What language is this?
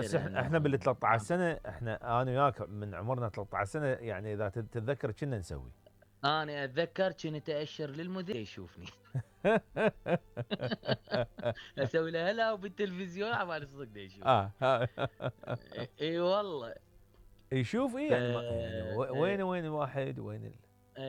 Mesopotamian Arabic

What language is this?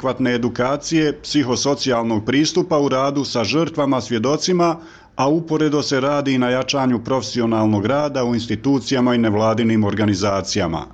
Bosnian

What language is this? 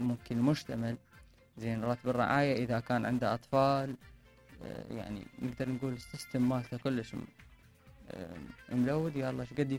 Mesopotamian Arabic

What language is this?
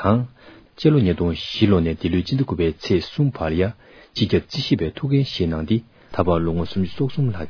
Tibetan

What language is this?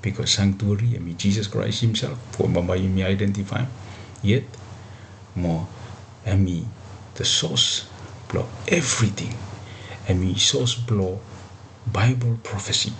Bislama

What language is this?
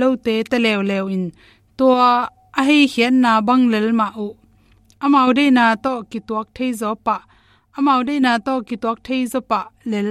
Tedim Chin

